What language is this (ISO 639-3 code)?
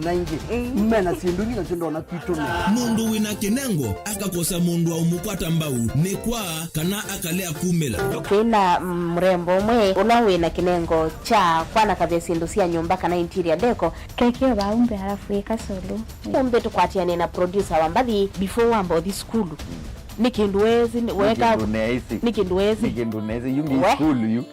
kam